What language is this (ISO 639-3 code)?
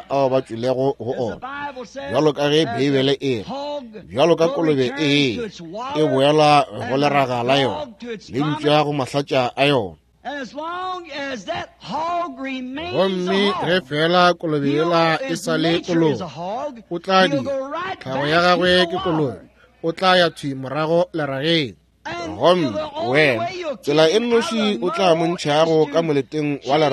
nso